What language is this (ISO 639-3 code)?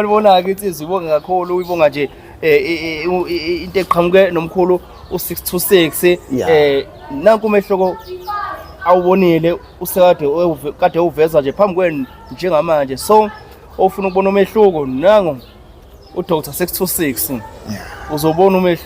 zul